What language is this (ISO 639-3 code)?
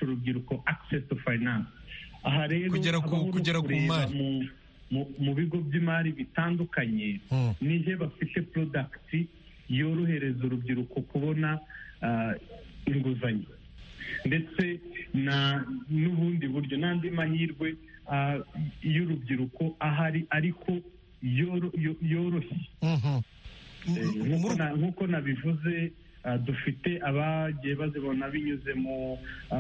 kin